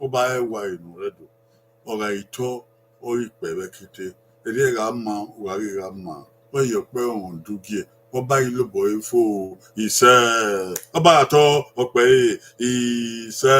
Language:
Bini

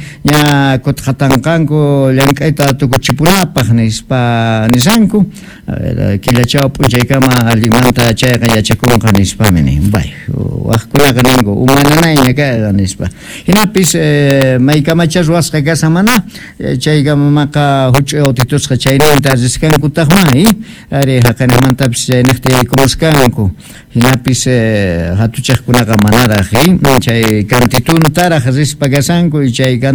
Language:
Quechua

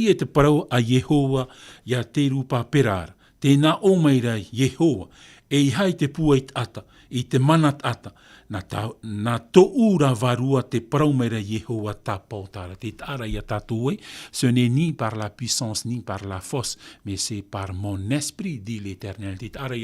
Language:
Tahitian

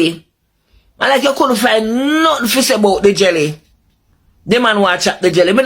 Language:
Jamaican Creole English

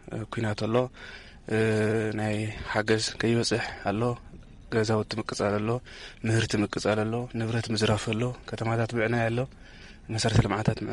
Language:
Tigrinya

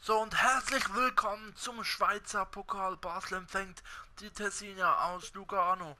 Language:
Swiss German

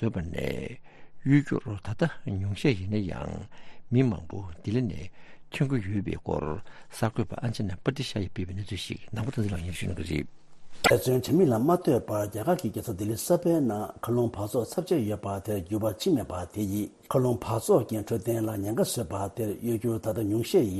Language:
Tibetan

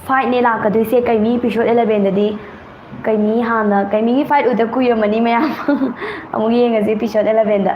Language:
Manipuri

